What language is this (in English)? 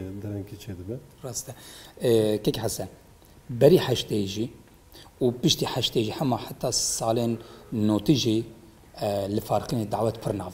Kurdish